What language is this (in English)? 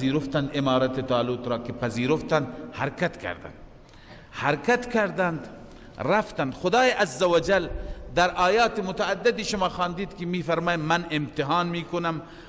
Persian